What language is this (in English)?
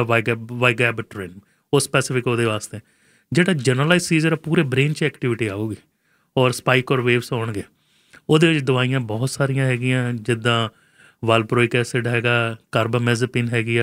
Punjabi